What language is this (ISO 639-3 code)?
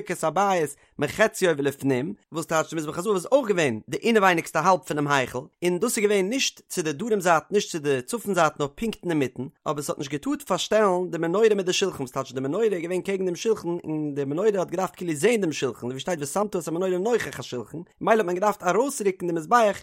yid